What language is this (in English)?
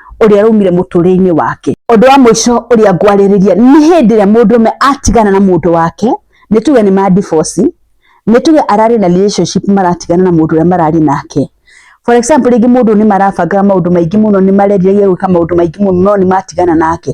Kikuyu